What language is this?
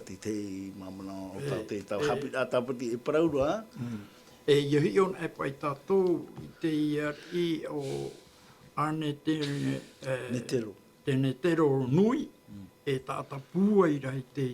Tahitian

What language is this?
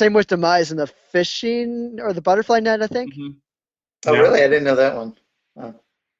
English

